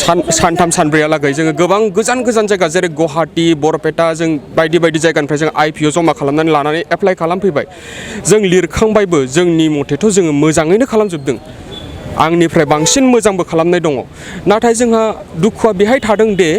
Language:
Bodo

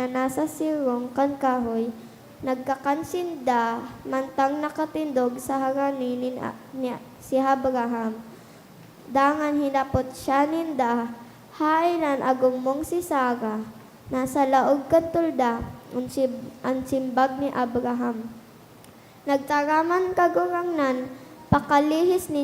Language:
Bikol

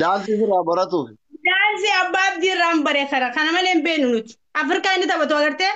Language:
Oromo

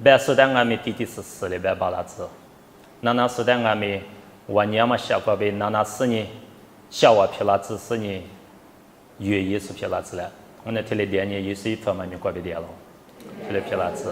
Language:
Lisu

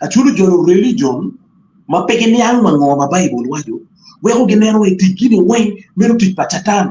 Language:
Acoli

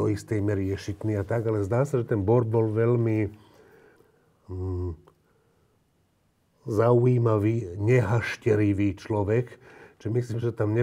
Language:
Slovak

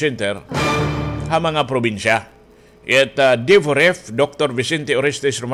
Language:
Waray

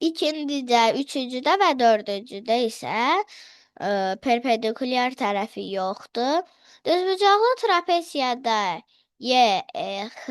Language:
Azerbaijani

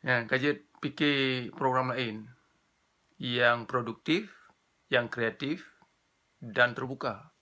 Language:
Achinese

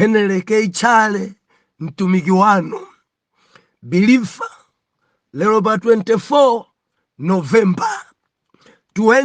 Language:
Nyanja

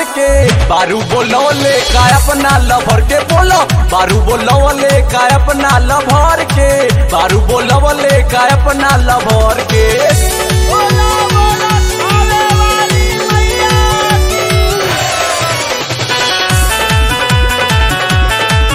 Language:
Bhojpuri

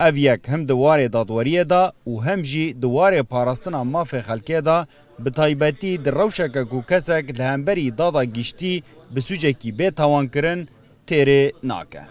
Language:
Kurdish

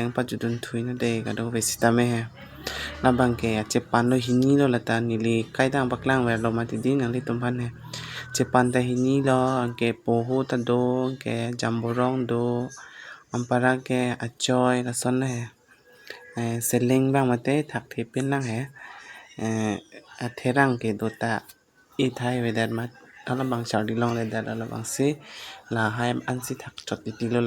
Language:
Karbi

